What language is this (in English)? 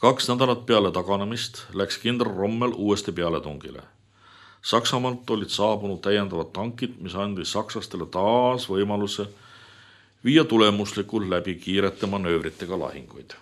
Estonian